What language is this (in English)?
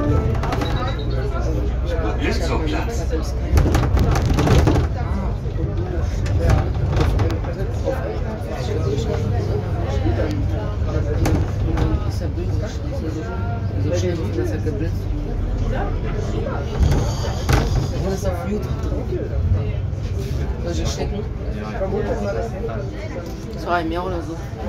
German